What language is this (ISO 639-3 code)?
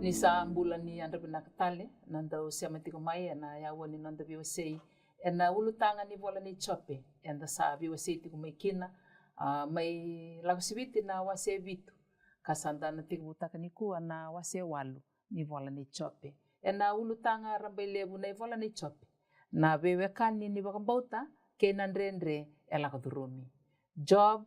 fij